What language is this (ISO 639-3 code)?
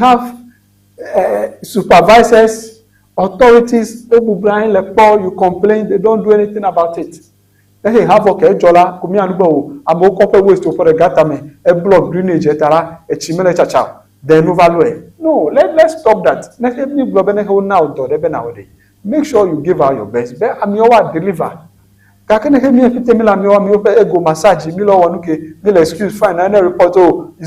ewe